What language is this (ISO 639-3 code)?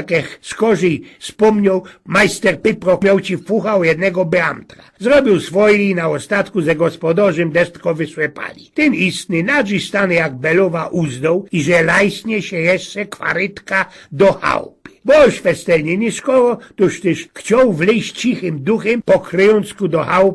szl